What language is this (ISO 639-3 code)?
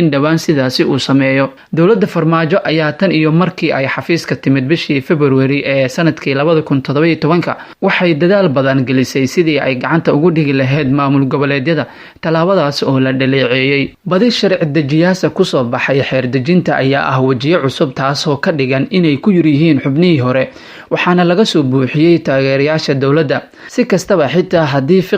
som